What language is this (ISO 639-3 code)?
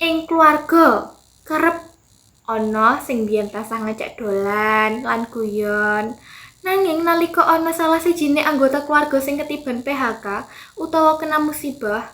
jav